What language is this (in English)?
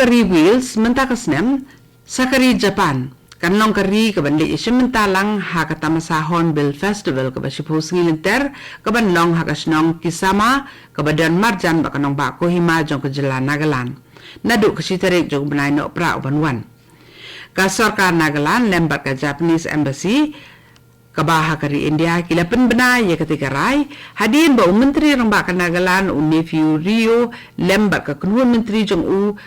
Khasi